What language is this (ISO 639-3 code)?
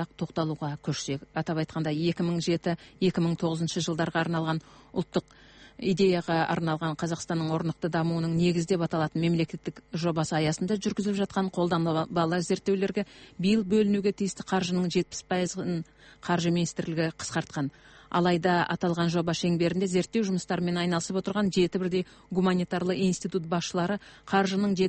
kaz